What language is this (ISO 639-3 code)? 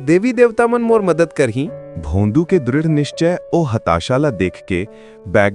hne